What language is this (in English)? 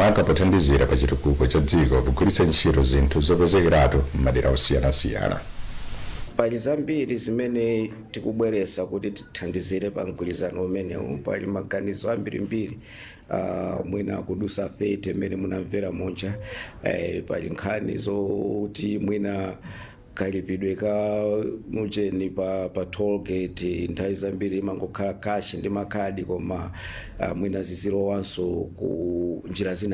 Nyanja